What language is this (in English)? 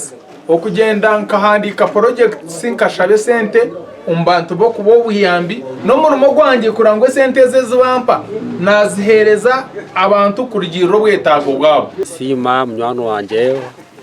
Nyankole